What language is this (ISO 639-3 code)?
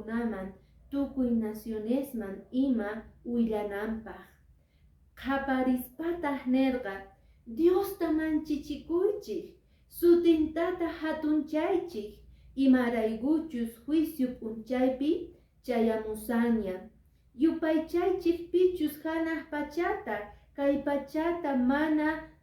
que